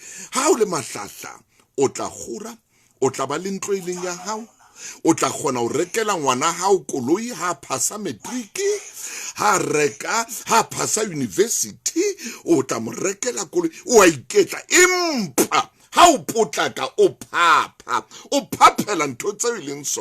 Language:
Southern Sotho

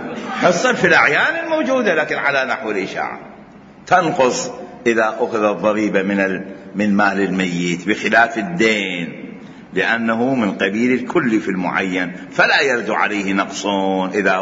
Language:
Mesopotamian Arabic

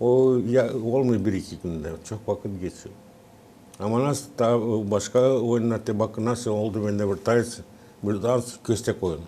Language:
Gagauz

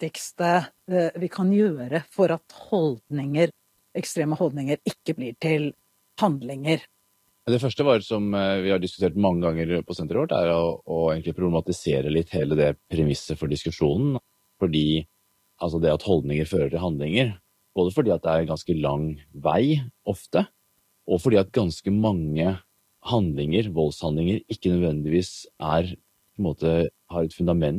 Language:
Norwegian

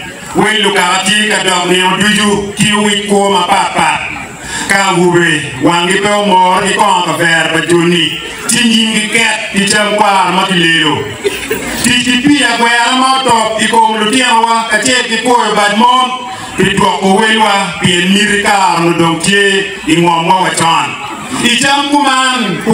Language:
Acoli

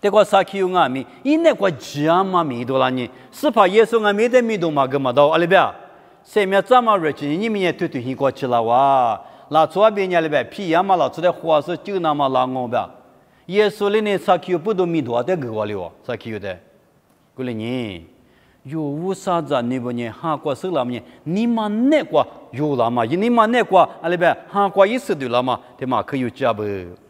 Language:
Lisu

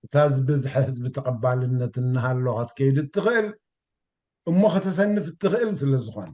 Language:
Tigrinya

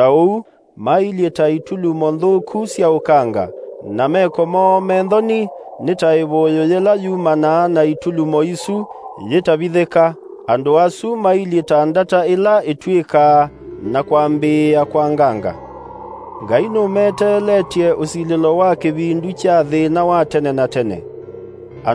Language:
Kamba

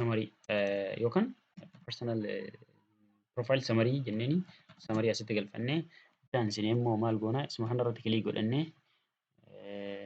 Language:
Oromo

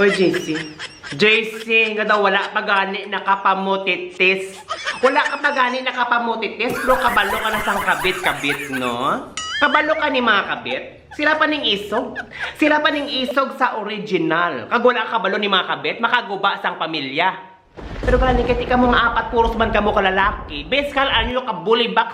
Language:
Hiligaynon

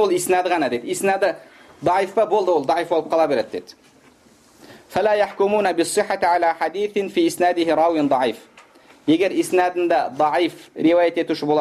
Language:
Kazakh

